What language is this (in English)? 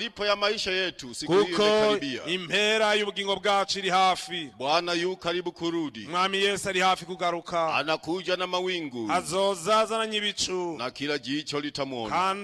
Rundi